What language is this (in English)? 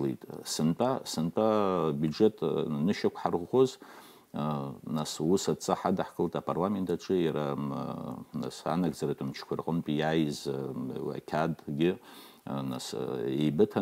Abkhazian